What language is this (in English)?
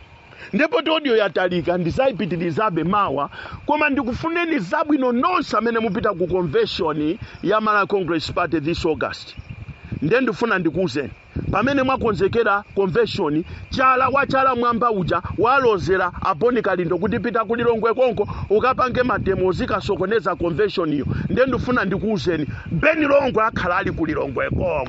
Nyanja